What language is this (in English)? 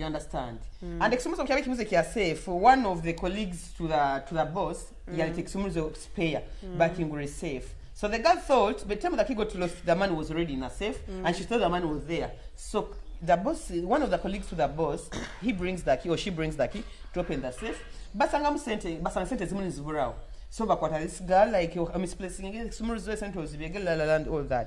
Nyoro